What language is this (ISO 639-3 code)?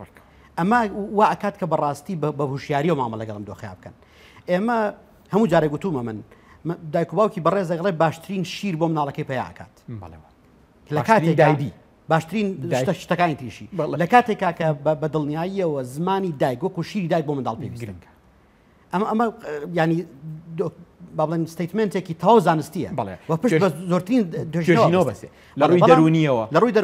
ckb